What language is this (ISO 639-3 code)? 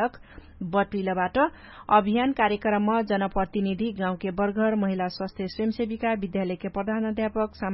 thl